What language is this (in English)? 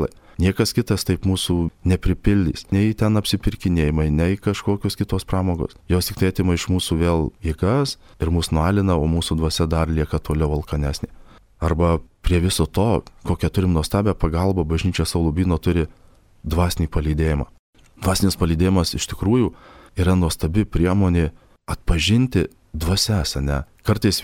Lithuanian